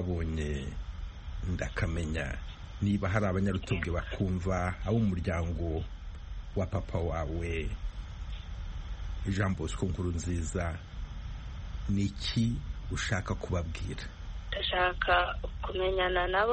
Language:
Kinyarwanda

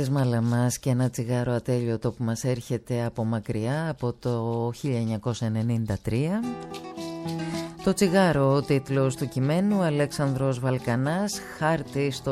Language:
Greek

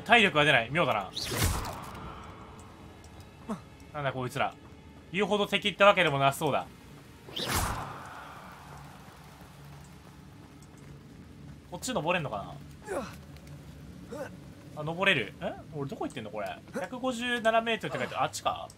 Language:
Japanese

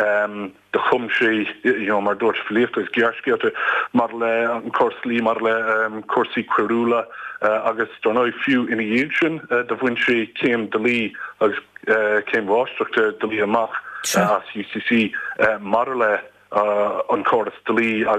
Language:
Irish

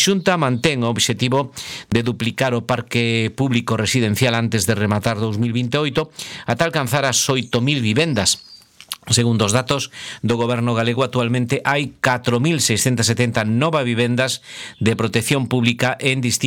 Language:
Galician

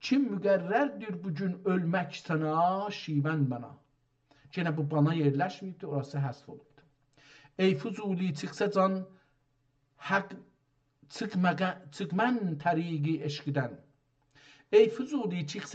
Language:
South Azerbaijani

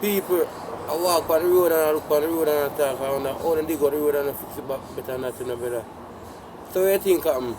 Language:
Jamaican Creole English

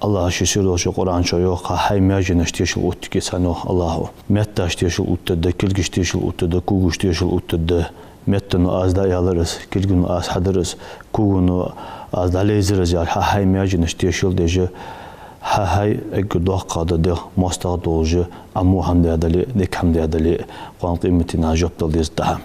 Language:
Ingush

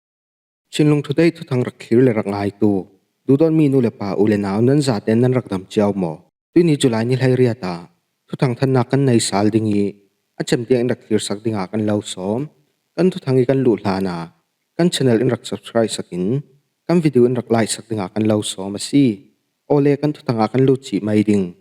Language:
Falam Chin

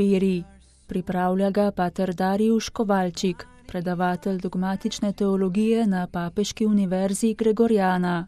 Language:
Slovenian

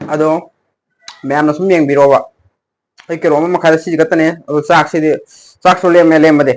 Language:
Manipuri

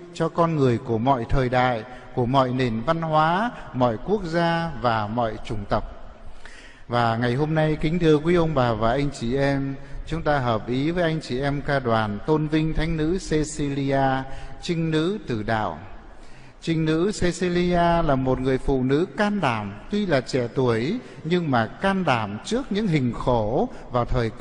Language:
Vietnamese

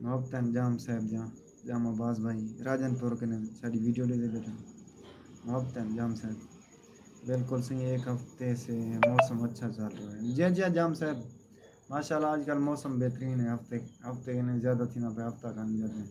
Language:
Saraiki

